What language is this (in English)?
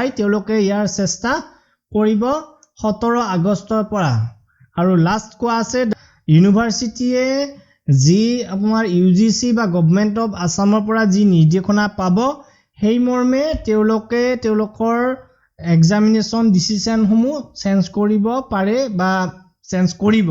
Assamese